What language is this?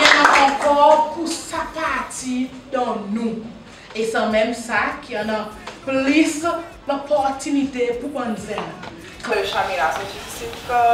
Seselwa Creole French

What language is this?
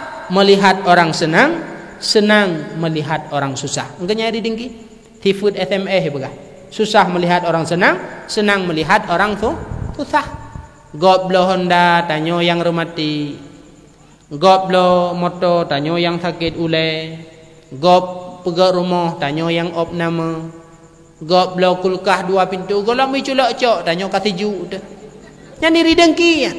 Achinese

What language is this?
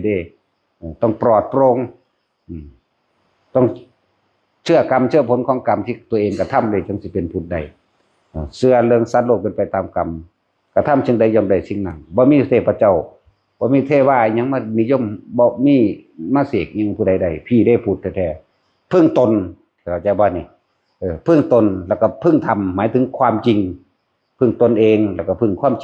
Northeastern Thai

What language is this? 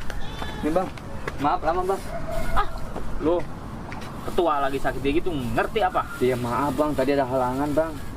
Betawi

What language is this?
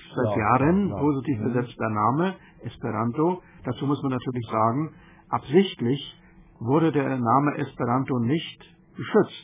German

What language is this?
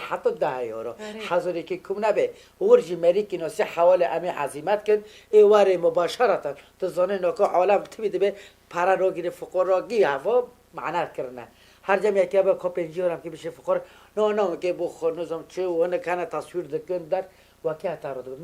Kurdish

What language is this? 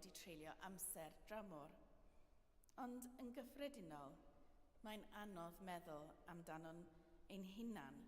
Welsh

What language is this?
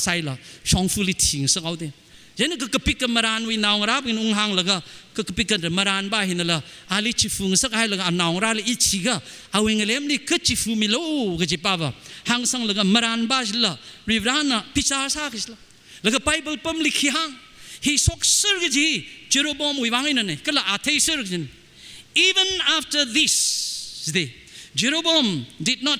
Tangkhul Naga (India)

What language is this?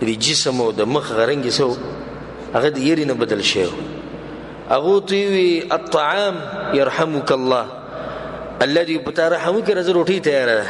Pashto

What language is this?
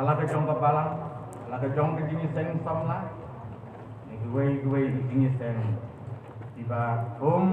Khasi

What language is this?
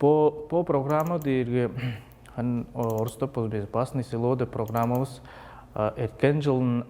Tuvinian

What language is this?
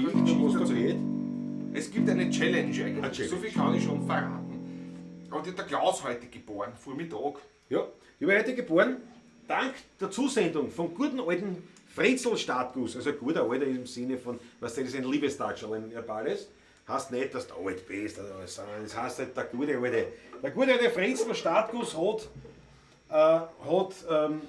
Bavarian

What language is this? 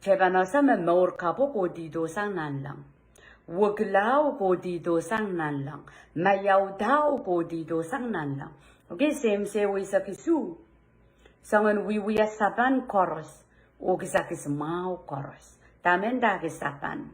Pohnpeian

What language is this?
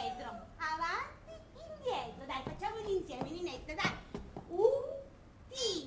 Sicilian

